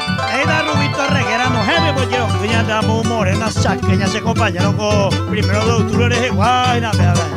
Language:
Guarani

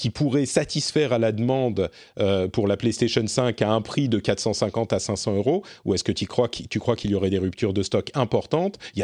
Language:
French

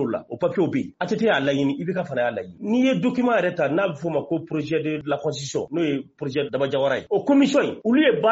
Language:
Bambara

